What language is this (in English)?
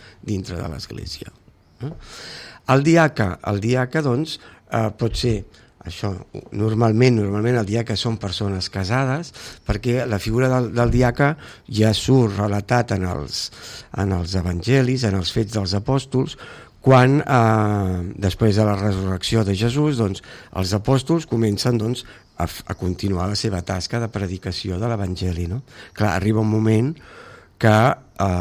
Catalan